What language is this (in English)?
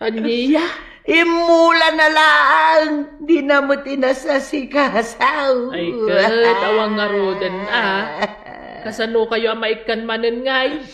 Iloko